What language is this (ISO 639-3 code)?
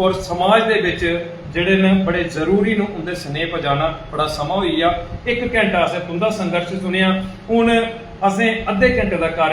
doi